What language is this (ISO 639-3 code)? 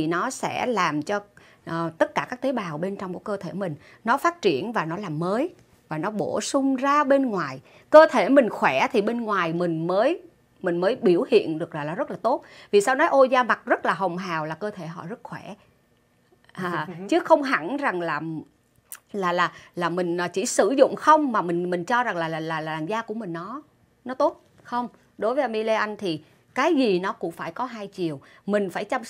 vie